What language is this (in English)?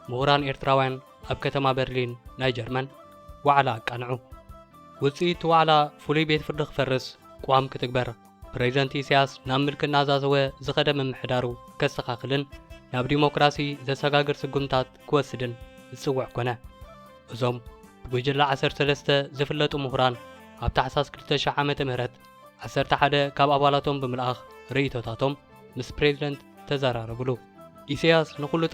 Tigrinya